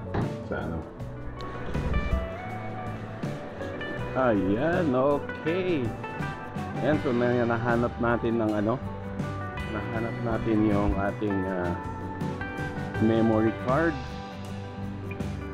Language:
Filipino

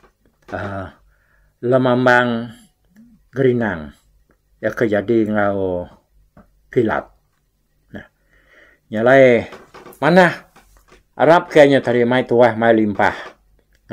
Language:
Iban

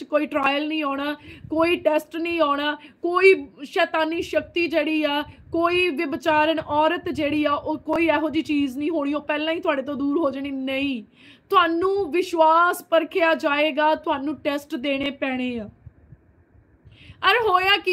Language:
Punjabi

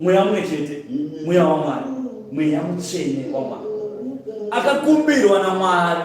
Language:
Shona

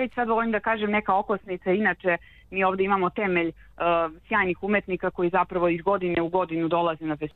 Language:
Serbian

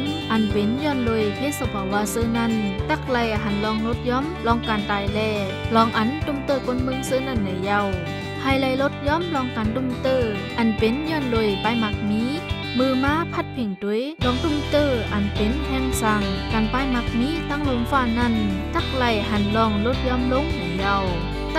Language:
Shan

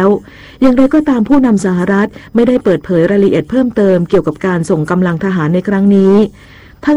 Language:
Thai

